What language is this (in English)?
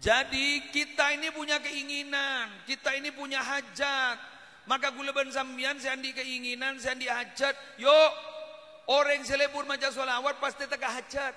Madurese